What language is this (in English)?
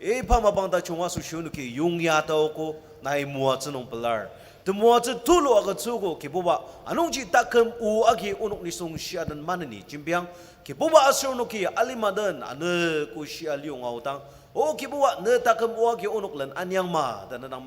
Ao Naga